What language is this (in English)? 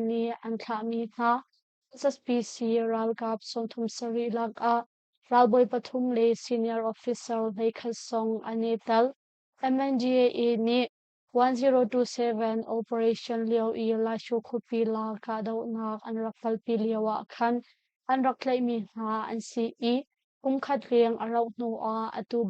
Hakha Chin